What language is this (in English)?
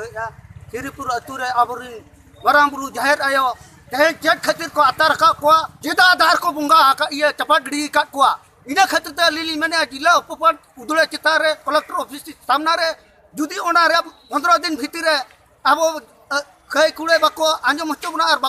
Santali